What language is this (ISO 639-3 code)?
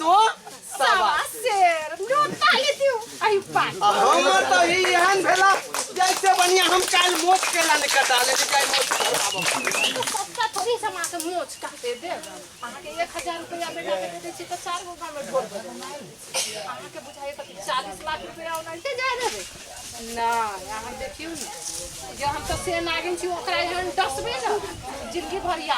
mai